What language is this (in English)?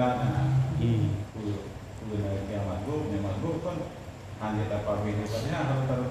Achinese